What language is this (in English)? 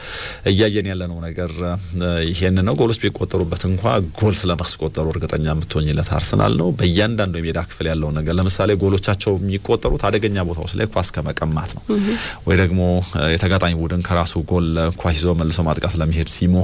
Amharic